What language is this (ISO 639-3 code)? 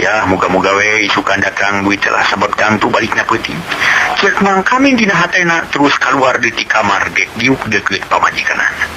sun